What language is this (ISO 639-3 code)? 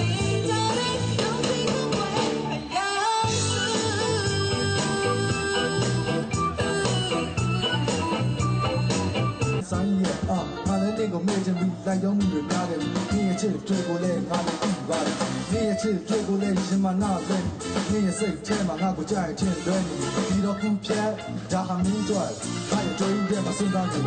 mya